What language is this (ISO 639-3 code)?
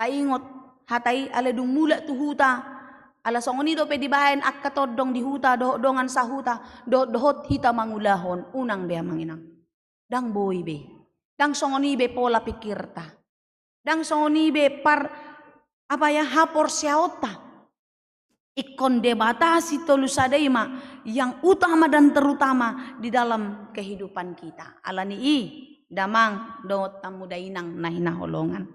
bbc